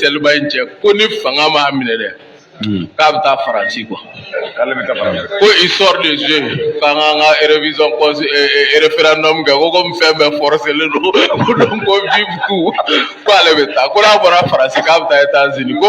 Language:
Bambara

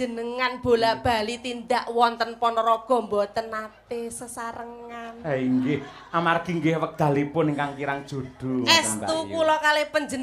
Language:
Javanese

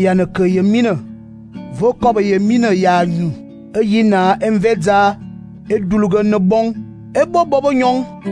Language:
Fang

